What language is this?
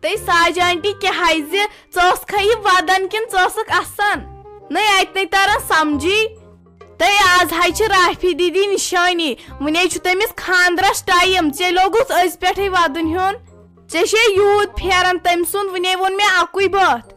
Kashmiri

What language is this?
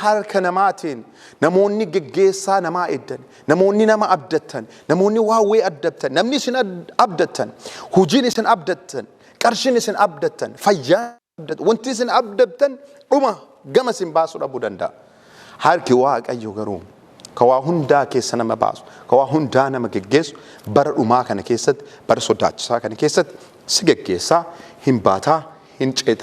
Oromo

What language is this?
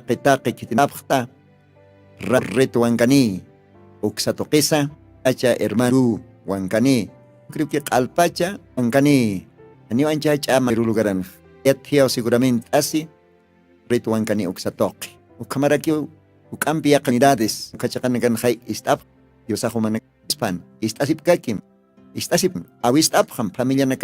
Aymara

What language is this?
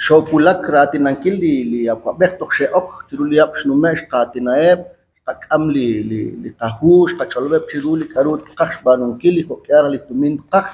Kekchí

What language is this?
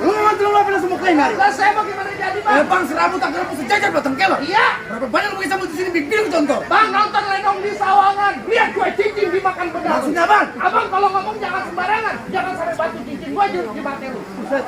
Betawi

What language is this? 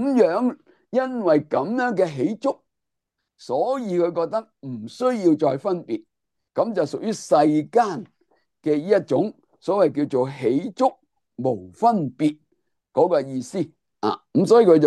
Cantonese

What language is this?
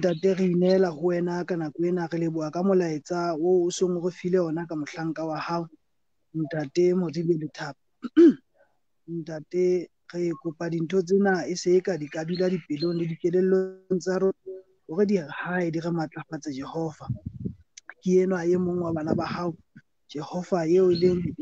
Southern Sotho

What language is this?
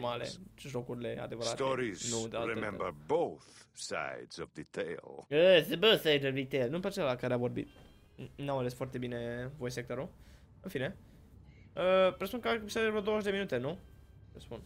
Romanian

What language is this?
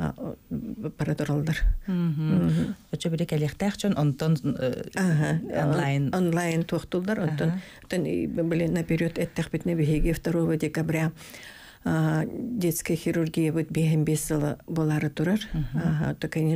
Yakut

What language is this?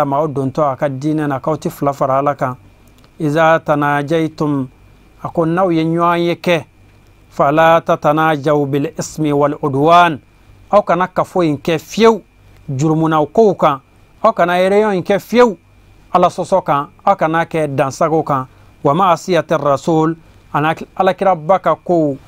Bambara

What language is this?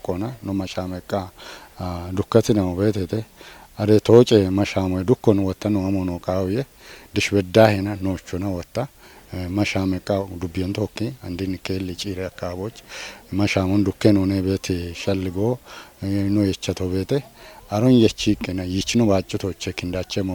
Kafa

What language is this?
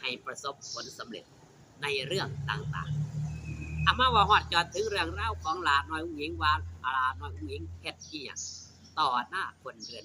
Northeastern Thai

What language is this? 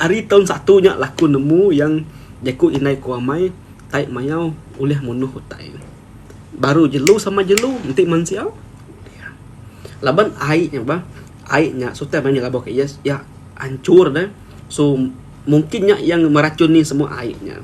Iban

